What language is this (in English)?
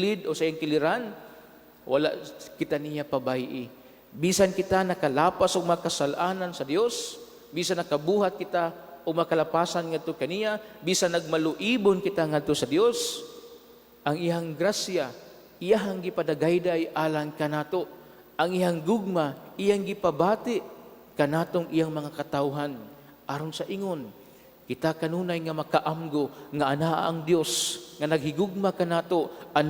Cebuano